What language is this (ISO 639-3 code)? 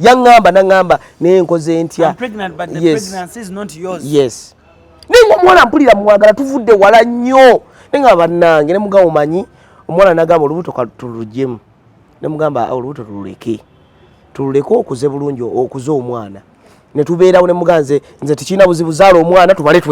lug